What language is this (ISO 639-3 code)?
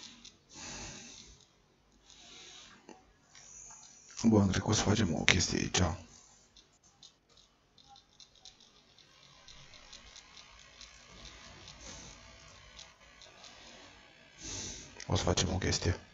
ron